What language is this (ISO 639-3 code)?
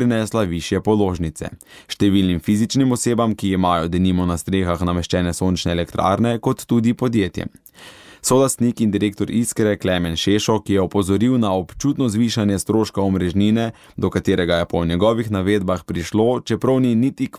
slv